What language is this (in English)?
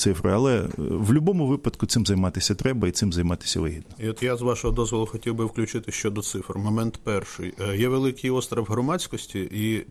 Ukrainian